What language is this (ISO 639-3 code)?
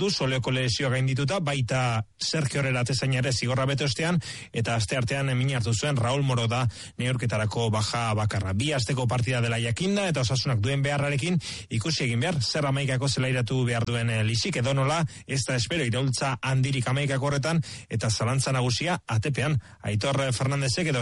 eus